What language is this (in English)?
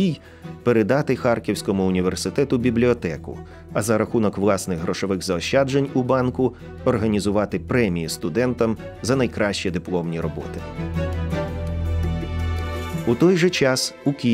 Ukrainian